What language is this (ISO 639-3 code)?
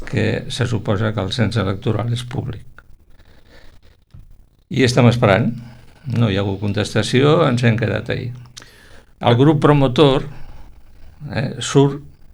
cat